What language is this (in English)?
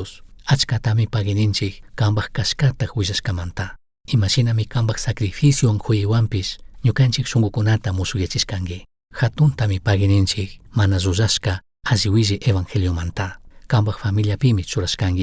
Chimborazo Highland Quichua